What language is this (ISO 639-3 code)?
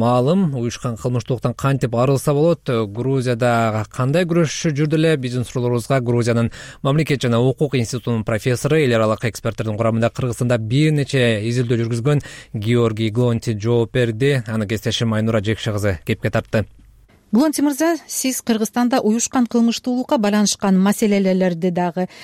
kir